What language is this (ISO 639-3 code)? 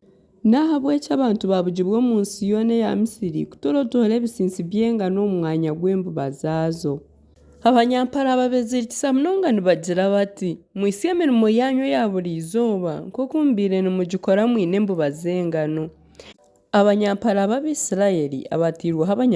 nyn